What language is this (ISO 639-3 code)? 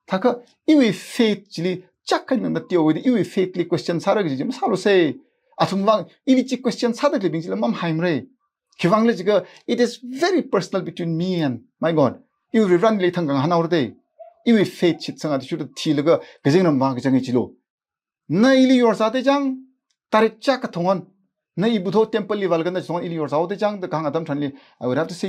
nmf